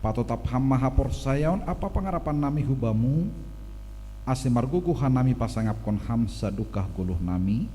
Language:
Batak Simalungun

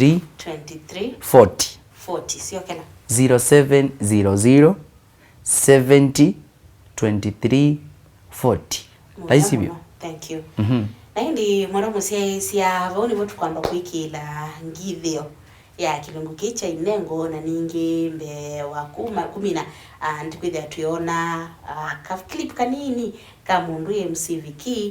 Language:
Kamba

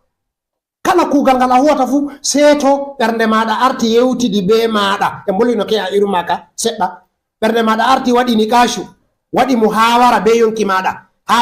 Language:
Fula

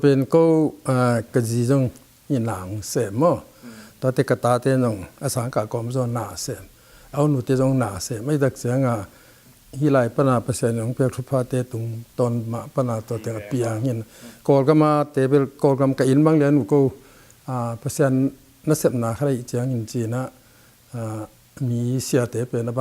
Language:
Tedim Chin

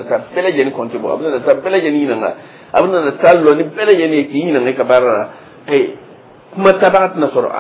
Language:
Dyula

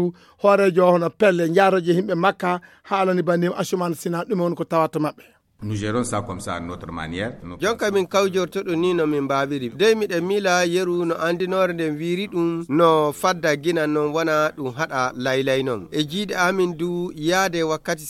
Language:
Fula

